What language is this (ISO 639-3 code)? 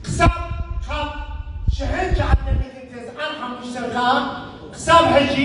tir